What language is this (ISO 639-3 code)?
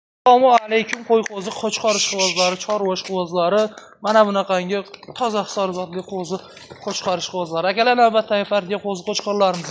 uzb